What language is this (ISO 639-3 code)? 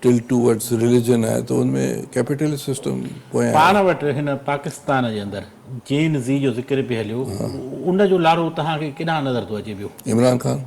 snd